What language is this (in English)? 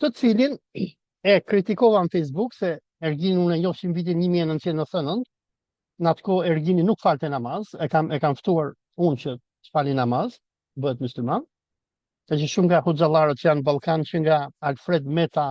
Albanian